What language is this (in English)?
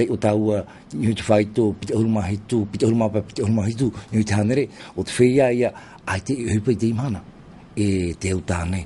Tahitian